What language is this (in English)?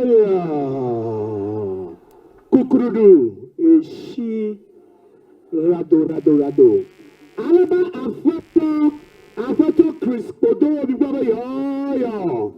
Ewe